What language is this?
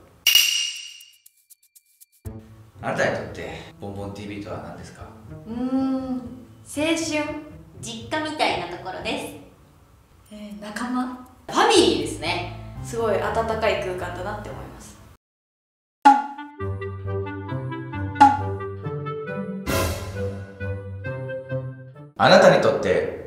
Japanese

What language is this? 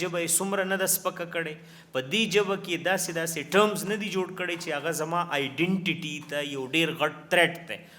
Pashto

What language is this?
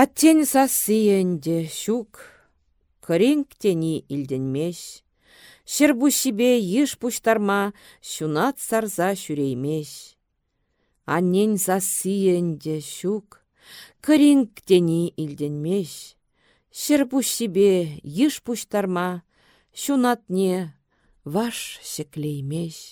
Chuvash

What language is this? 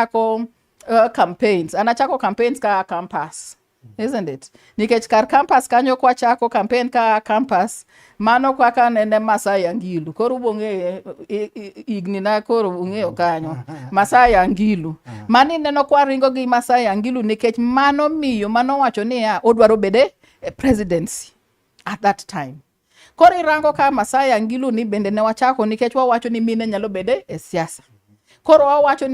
Luo (Kenya and Tanzania)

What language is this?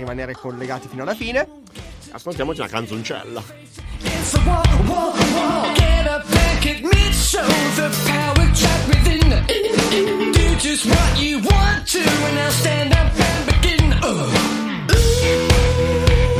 Italian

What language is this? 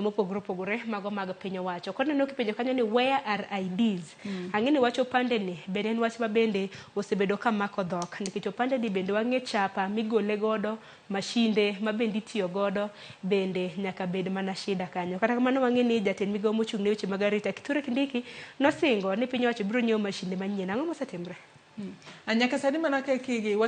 Luo (Kenya and Tanzania)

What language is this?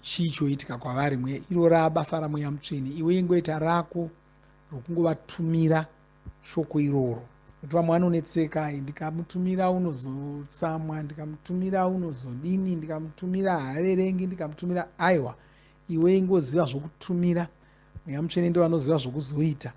Shona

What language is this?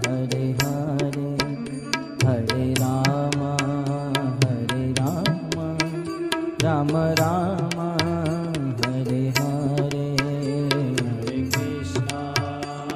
Gujarati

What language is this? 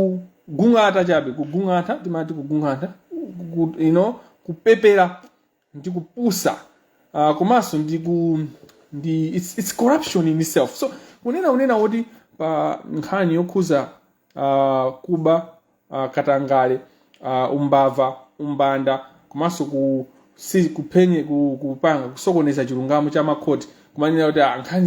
Nyanja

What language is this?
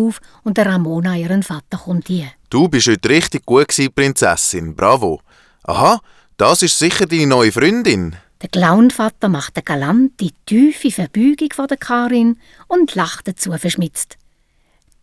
Swiss German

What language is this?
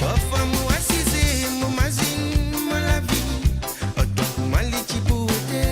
Morisyen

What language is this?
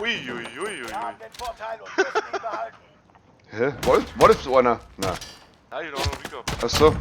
Bavarian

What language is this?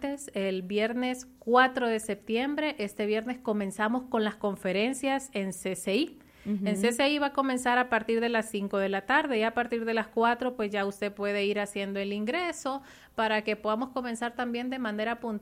Spanish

